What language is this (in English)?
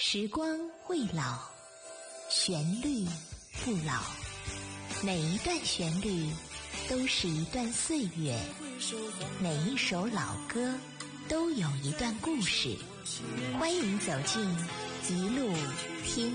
Chinese